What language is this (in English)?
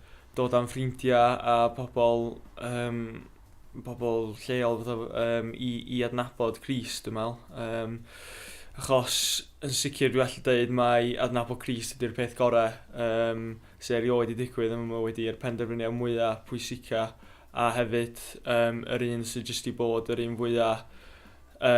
Welsh